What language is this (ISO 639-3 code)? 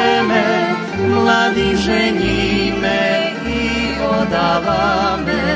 rue